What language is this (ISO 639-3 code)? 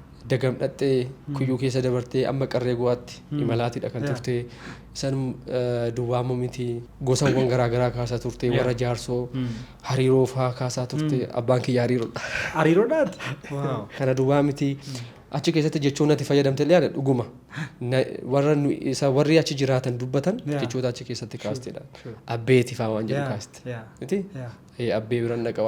orm